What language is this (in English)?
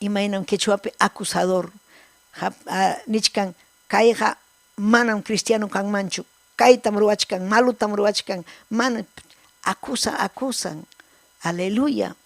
Ayacucho Quechua